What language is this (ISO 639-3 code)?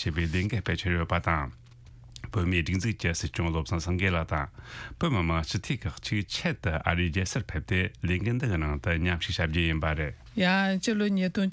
bod